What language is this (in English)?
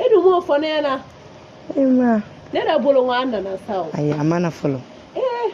Bambara